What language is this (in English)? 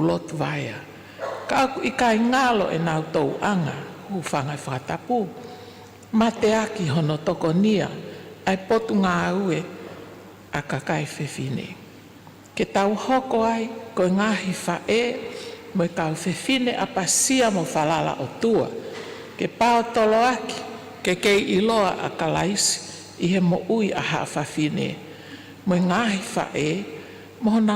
Tongan